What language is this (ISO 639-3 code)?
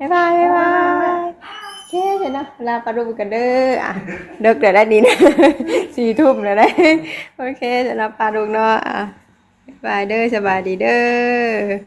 tts